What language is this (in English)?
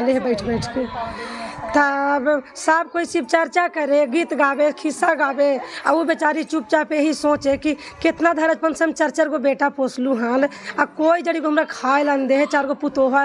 Magahi